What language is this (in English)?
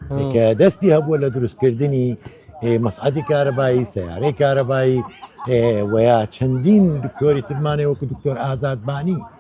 Central Kurdish